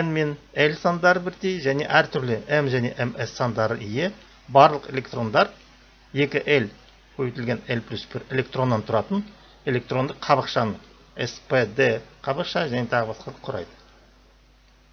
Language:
Kazakh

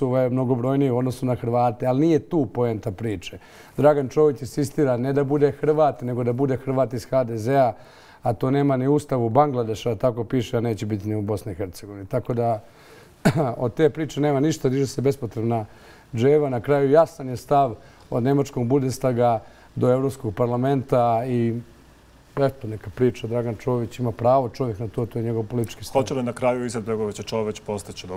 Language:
Bosnian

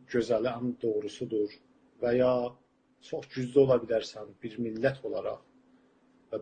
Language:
South Azerbaijani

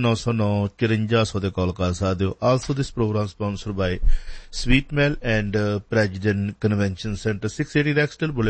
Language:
Punjabi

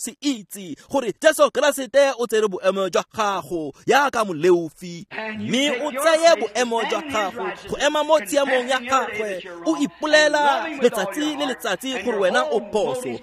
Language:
Tswana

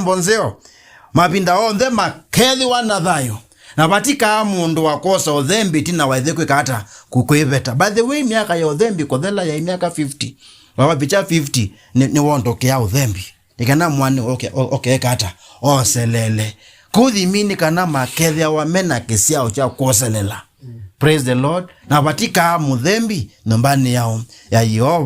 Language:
Kamba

